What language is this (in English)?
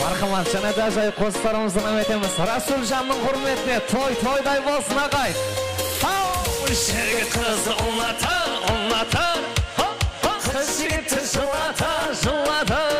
Kara-Kalpak